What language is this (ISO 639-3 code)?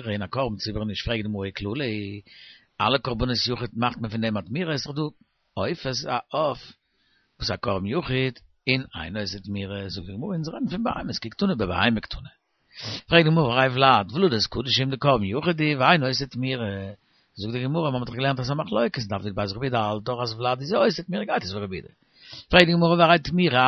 yid